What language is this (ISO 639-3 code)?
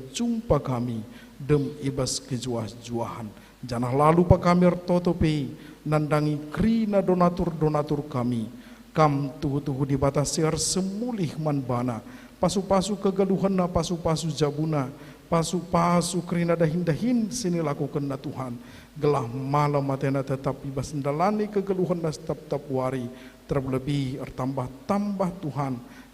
btx